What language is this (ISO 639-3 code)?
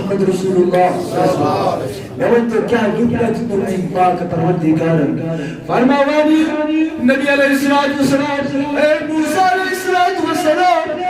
kas